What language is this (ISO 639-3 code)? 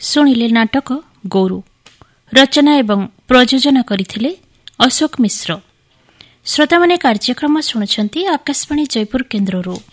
ori